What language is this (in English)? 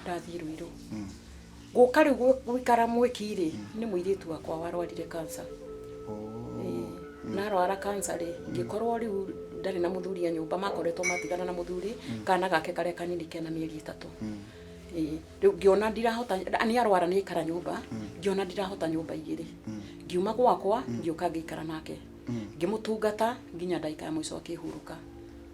Kikuyu